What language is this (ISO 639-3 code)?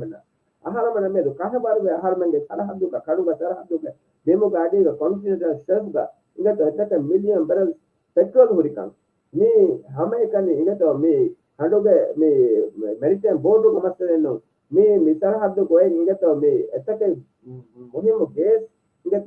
div